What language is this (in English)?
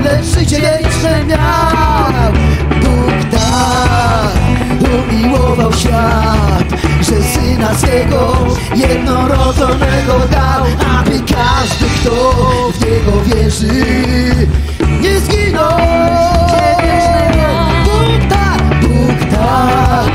Polish